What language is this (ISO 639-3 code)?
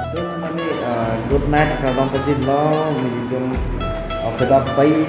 mjw